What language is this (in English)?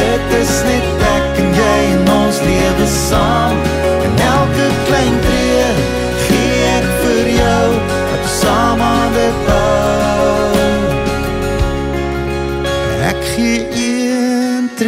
Afrikaans